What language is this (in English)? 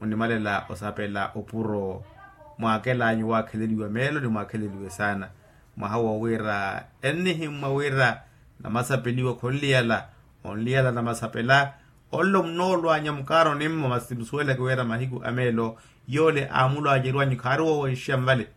Makhuwa